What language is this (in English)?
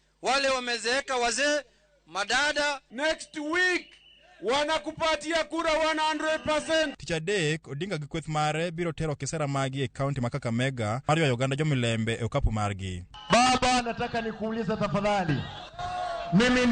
Luo (Kenya and Tanzania)